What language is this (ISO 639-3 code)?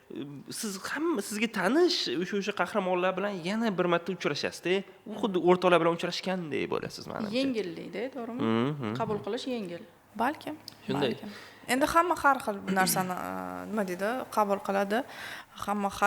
uzb